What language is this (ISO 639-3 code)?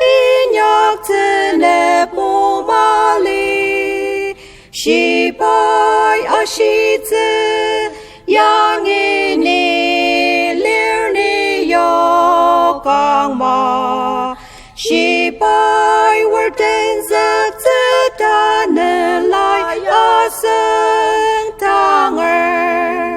njo